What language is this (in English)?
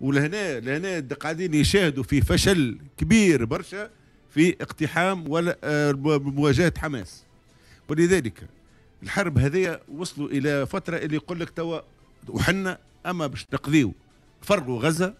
Tunisian Arabic